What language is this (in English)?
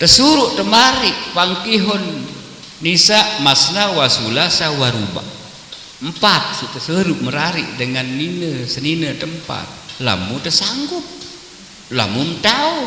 Sasak